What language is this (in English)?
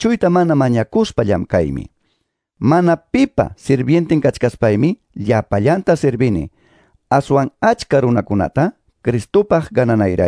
Quechua